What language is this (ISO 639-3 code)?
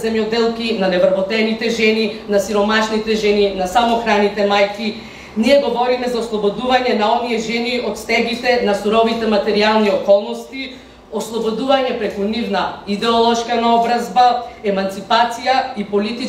mkd